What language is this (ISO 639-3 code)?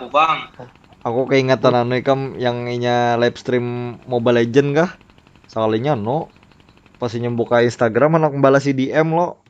bjn